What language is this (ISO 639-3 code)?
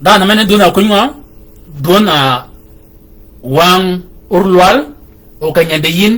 shk